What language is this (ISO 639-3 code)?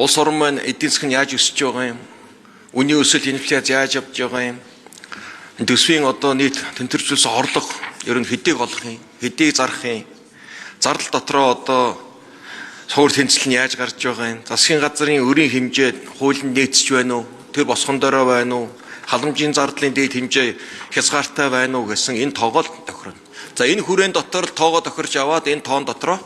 mon